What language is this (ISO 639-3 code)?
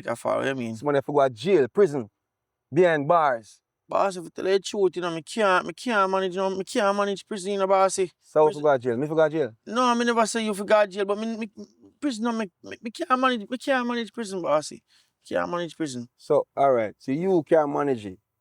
jam